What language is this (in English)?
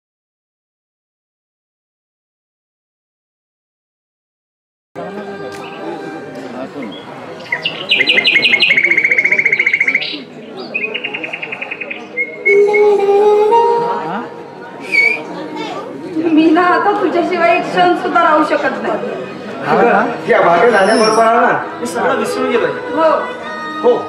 Marathi